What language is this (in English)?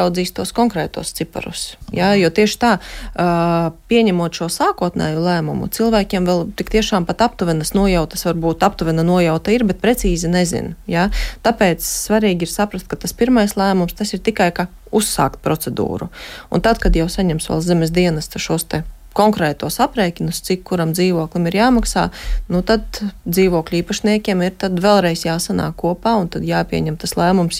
Latvian